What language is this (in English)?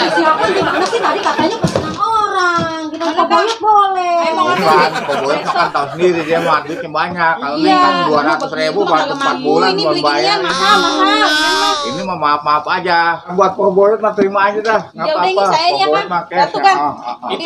Betawi